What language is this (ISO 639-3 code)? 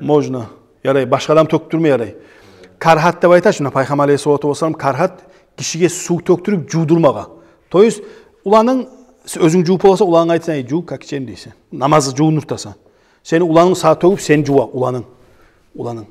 kum